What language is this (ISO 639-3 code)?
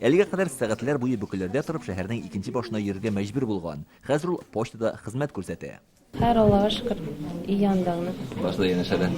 tat